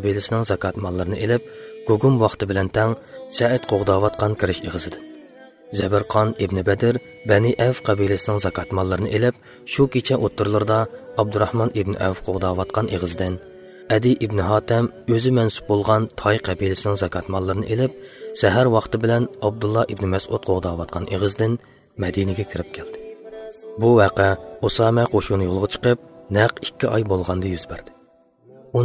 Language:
Uyghur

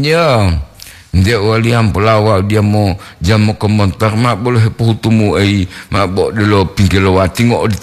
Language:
Gorontalo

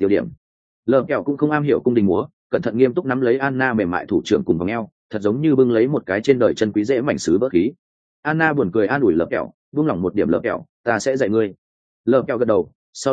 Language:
Vietnamese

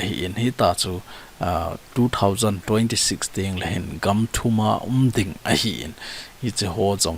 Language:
Thado Chin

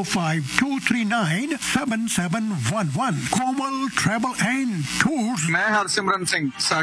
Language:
Punjabi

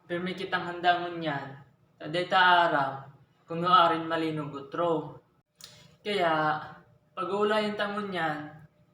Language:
Bikol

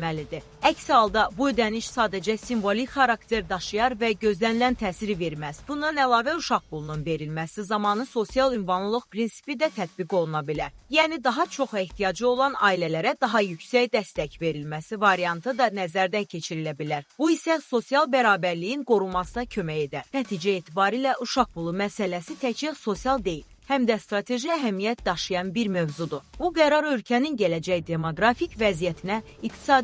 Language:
Azerbaijani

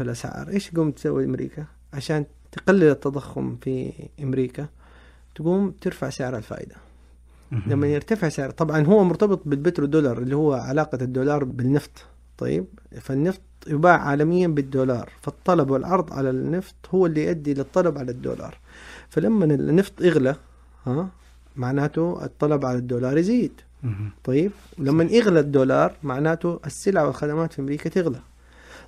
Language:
Najdi Arabic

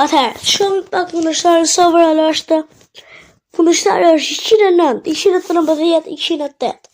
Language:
Albanian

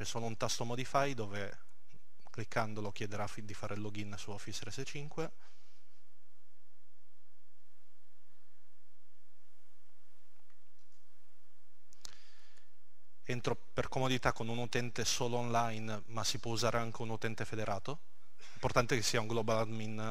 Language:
Italian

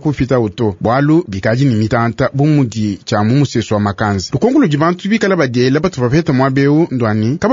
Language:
Luba-Lulua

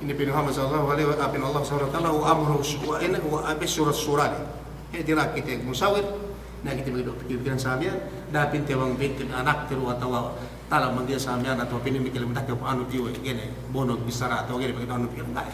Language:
Yakan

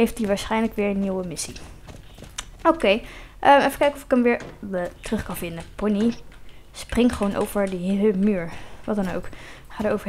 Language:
Dutch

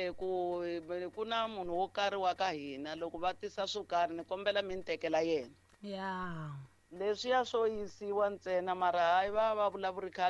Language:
Tsonga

